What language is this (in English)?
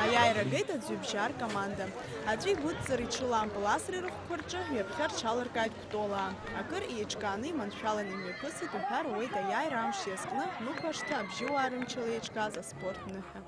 Abkhazian